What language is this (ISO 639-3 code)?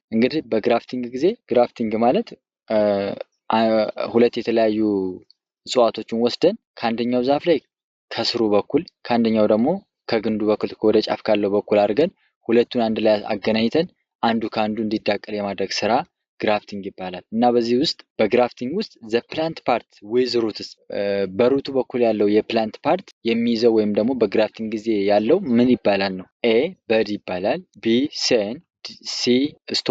amh